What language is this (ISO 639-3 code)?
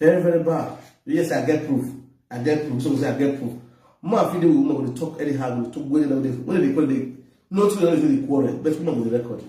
pcm